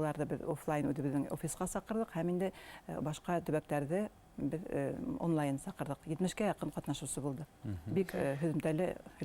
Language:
Bashkir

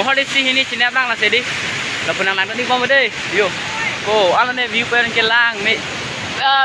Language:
Karbi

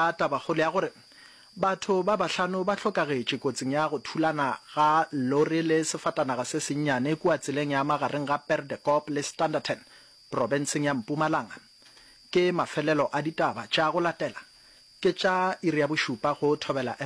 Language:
Northern Sotho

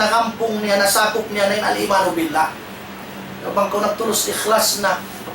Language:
Tausug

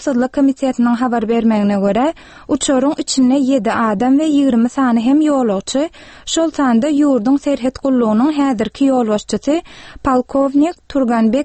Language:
Turkmen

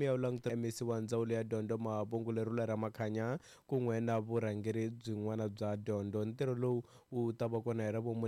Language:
Tsonga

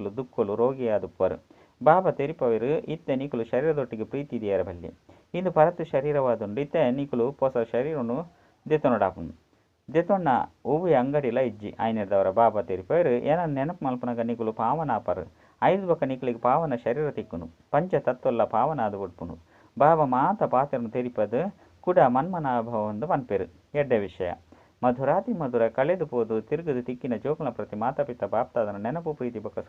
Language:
Tulu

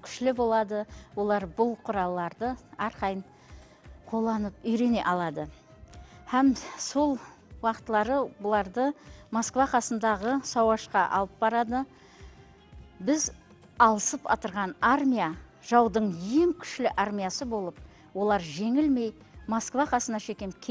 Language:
Kara-Kalpak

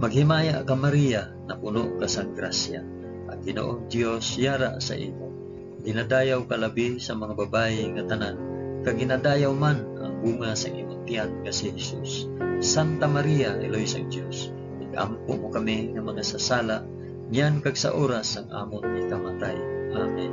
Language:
Hiligaynon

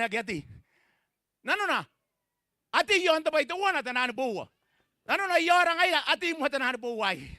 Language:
Gilbertese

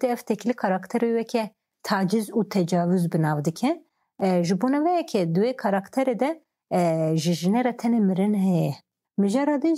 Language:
Kurdish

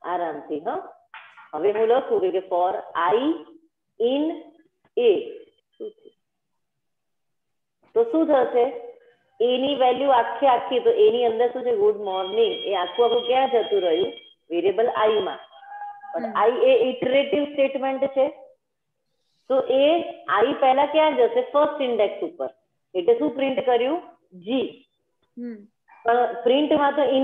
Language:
Gujarati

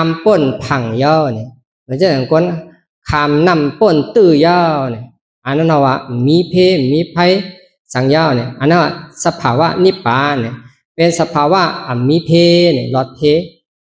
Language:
Shan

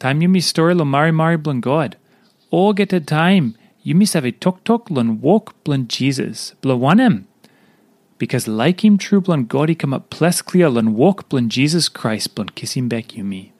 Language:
Tok Pisin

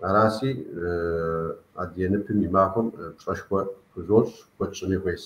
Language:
Kabardian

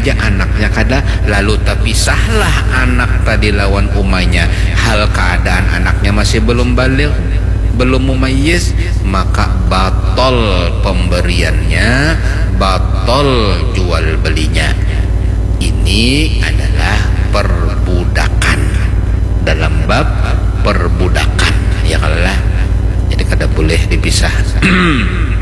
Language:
Banjar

